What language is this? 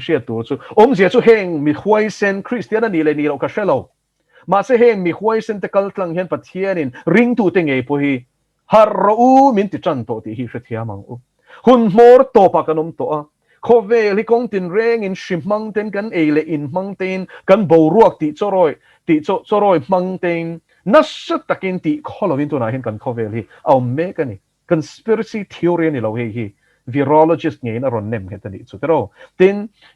Mizo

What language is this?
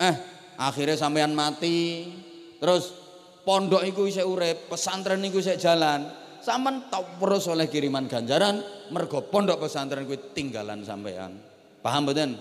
Javanese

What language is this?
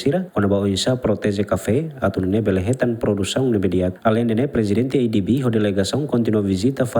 Tetum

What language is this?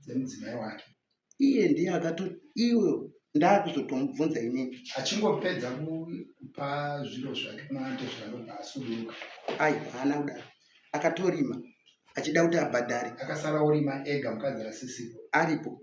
Shona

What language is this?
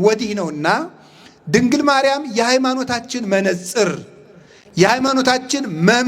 Amharic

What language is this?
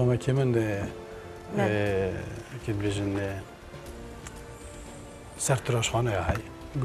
Kurdish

